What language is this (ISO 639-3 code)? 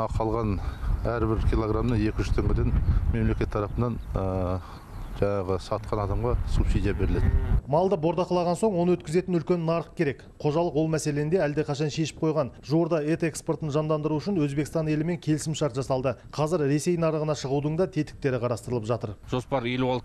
kaz